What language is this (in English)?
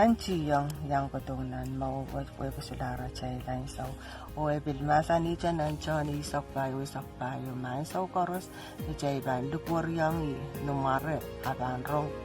Pohnpeian